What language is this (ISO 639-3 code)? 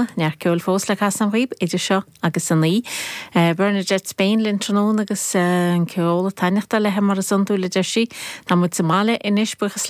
gle